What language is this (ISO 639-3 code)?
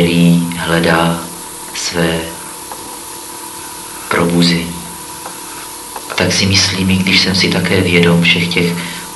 ces